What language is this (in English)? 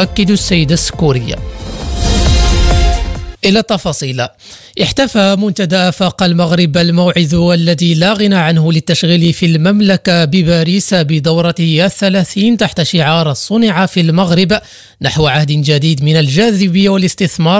Arabic